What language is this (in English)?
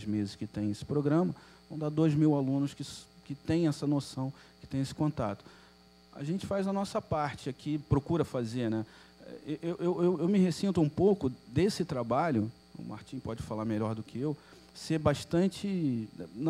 Portuguese